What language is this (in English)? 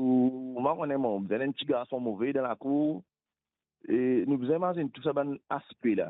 Morisyen